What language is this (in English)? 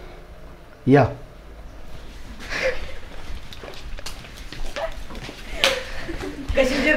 Marathi